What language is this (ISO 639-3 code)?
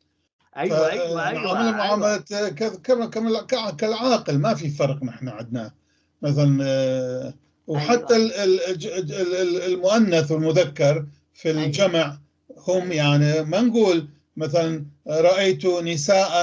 apc